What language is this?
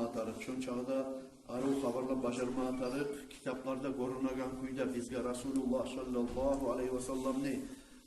Kumyk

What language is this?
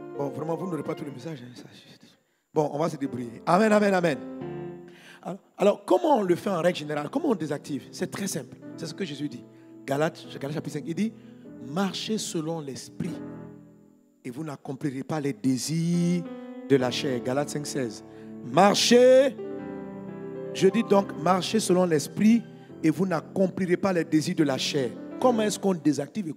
French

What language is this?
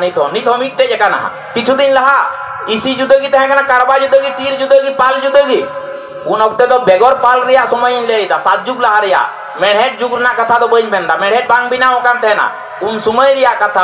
Santali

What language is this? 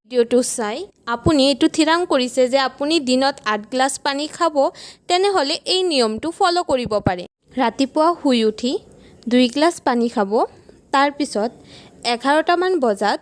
Assamese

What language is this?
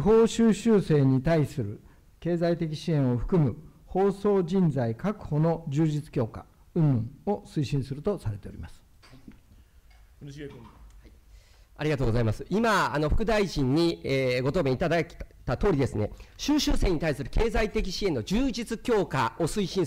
Japanese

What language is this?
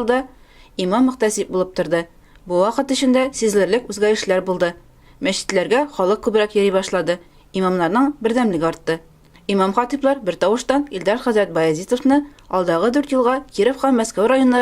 Tatar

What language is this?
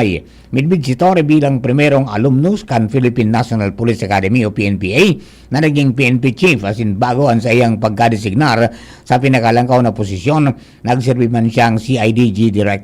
Bikol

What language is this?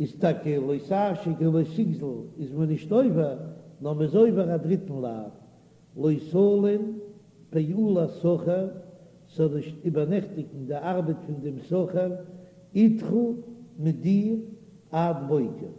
Yiddish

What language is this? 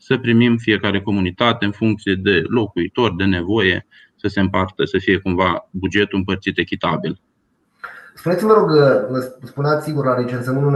Romanian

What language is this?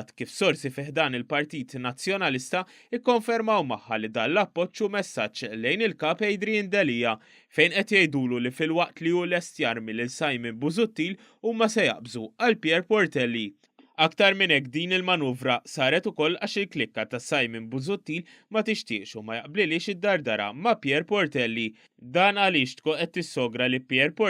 Maltese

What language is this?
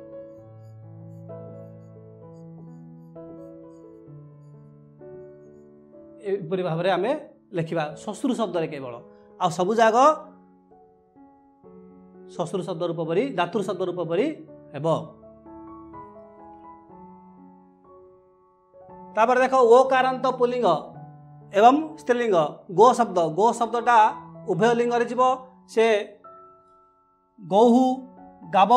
Odia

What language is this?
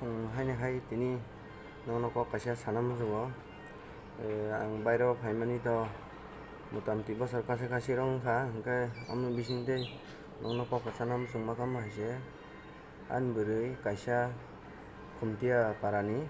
Kok Borok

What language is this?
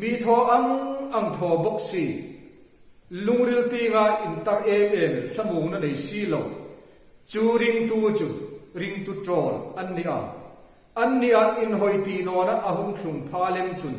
Hmar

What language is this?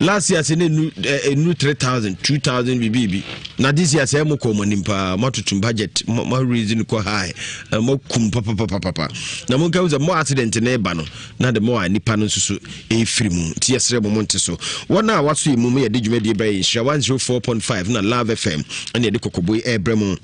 Akan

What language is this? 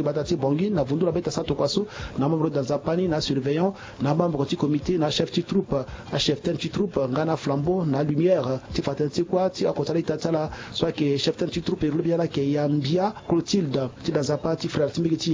Sango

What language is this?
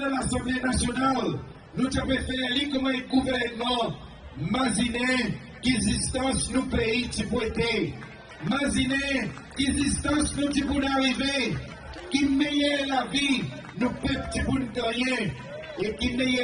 Seselwa Creole French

